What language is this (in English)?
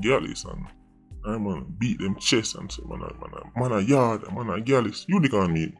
Jamaican Creole English